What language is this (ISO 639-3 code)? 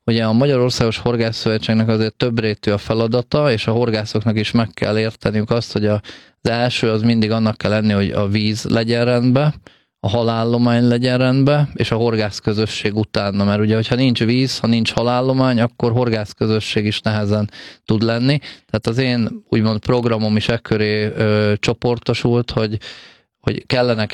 hun